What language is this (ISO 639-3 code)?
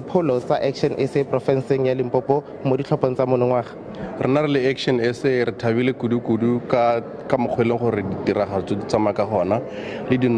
nso